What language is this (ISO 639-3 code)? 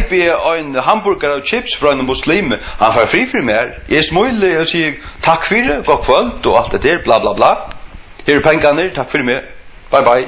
fao